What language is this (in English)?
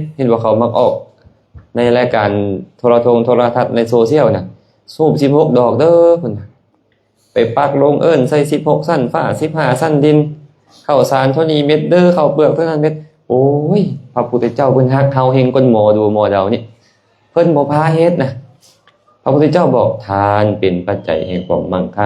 Lao